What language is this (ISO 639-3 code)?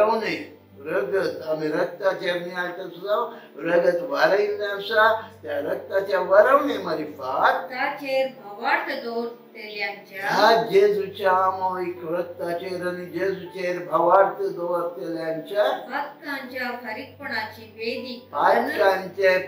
kok